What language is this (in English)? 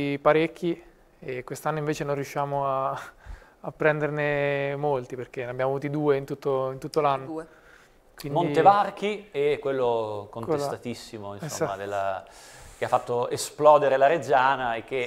Italian